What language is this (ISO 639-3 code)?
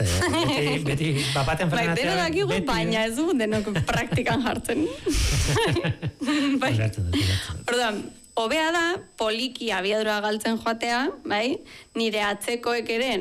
eus